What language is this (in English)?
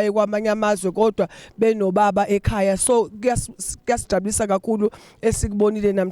Zulu